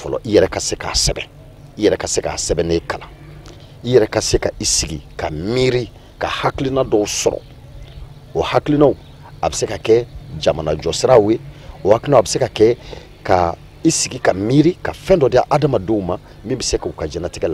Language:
Bambara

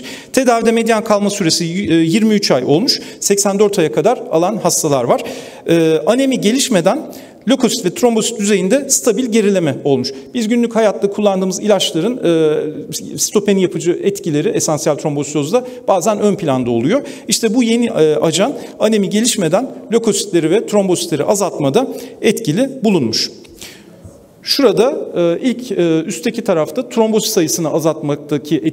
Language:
Turkish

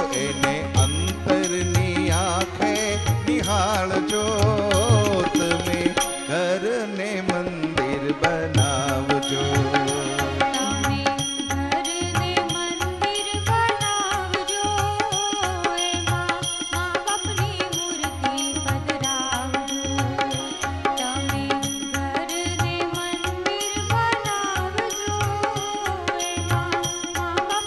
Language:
Gujarati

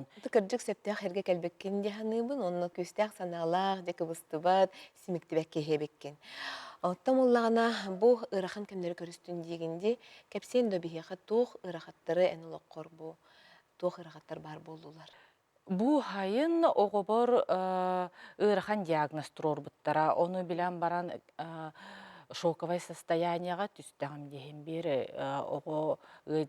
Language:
Yakut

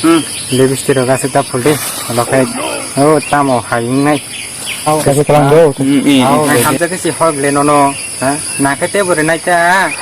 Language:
Kok Borok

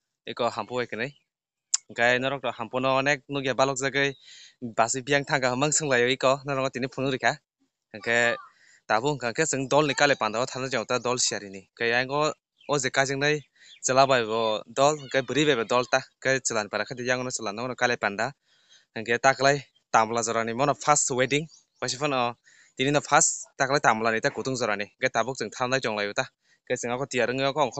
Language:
Kok Borok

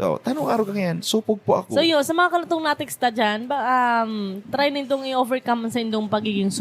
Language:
Bikol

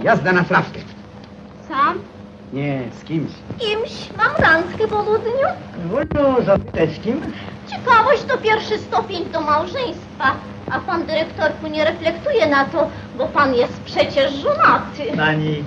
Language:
Polish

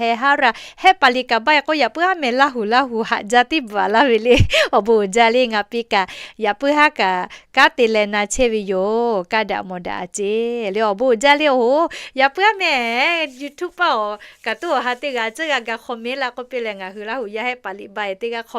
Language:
Lahu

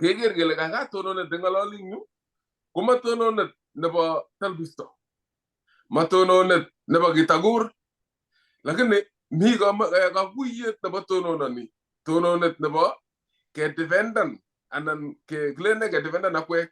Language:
Kalenjin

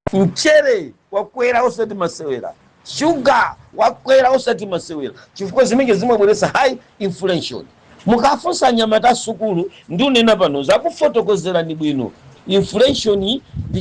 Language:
Nyanja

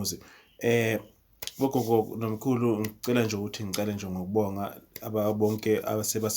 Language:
Zulu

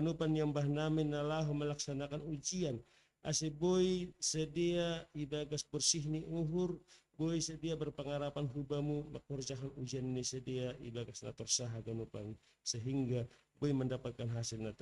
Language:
Batak Simalungun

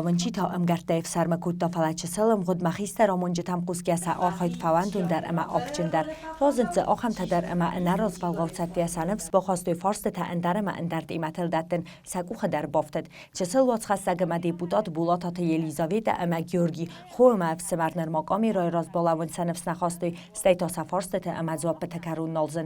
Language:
Ossetic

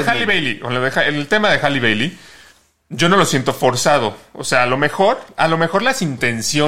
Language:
Spanish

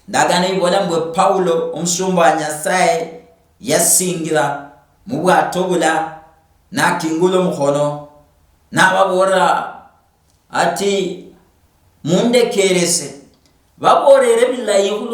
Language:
Luyia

